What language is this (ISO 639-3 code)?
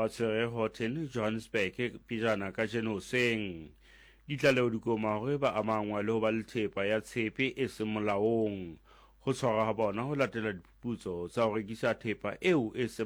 sot